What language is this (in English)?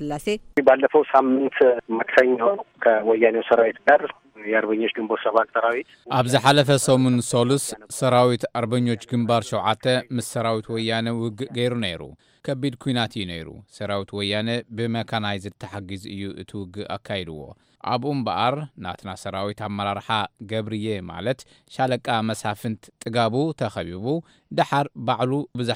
Tigrinya